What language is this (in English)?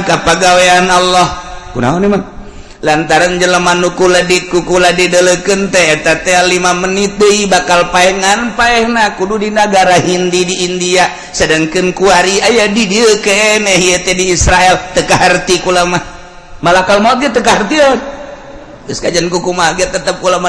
Sundanese